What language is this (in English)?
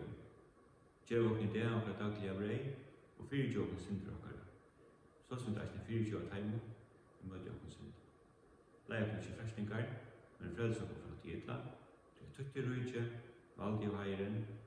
Faroese